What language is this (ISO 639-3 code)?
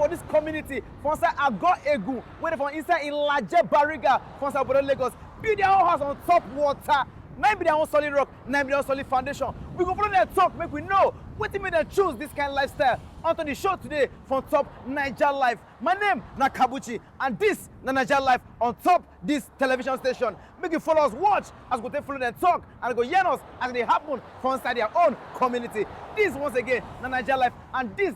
pcm